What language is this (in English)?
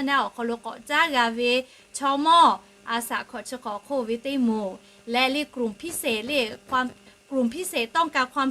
Lahu